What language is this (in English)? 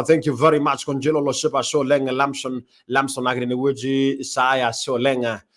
Masai